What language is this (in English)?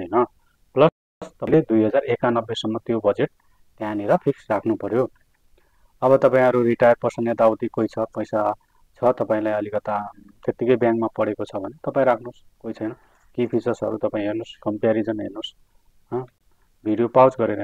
Nepali